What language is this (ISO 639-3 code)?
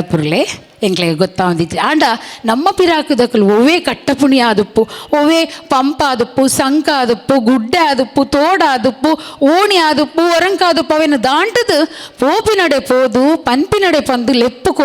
tcy